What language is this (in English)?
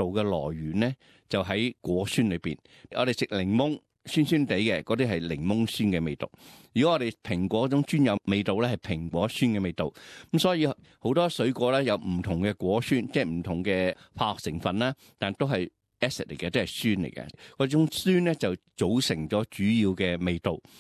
Cantonese